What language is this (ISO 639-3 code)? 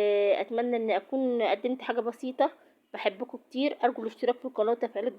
arz